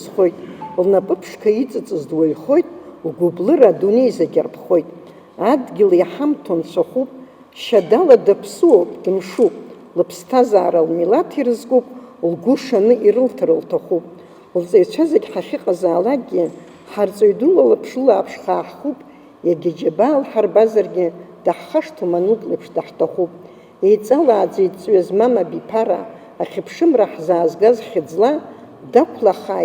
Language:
Abkhazian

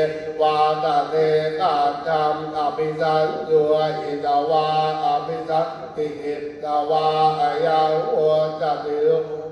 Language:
Pali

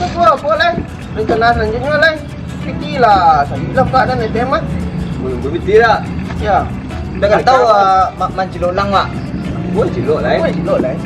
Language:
Minangkabau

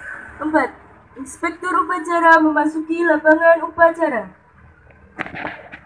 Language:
Indonesian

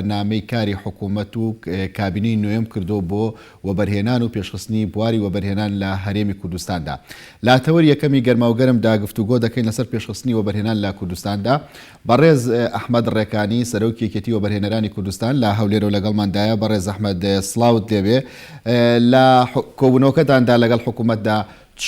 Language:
Central Kurdish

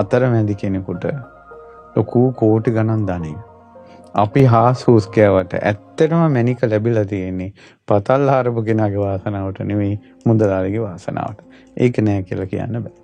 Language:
Sinhala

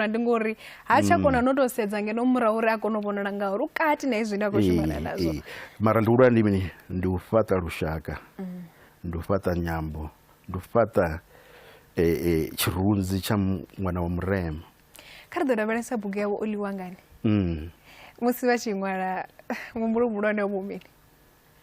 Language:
Venda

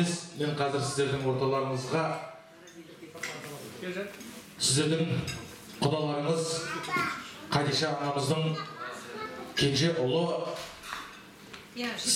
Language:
Kazakh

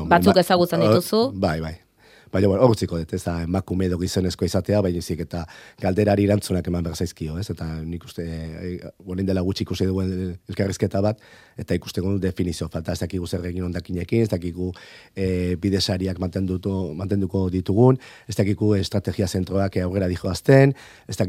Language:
Basque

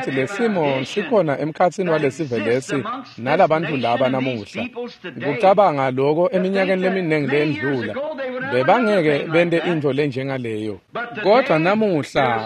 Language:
Swati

